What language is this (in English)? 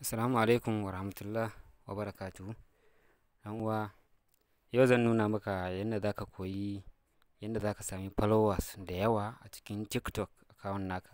Hausa